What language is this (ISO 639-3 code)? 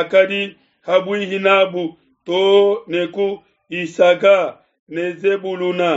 lua